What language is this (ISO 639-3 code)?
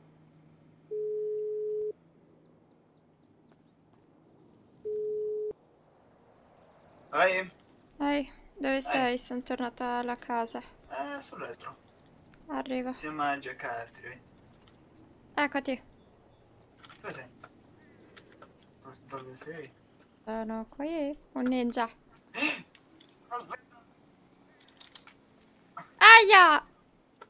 ita